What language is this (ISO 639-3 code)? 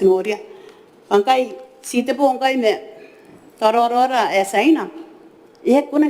gil